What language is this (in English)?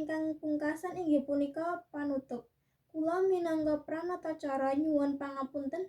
Javanese